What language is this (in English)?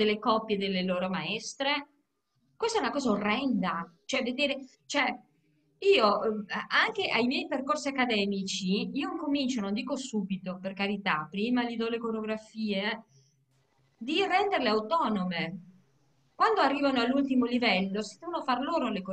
Italian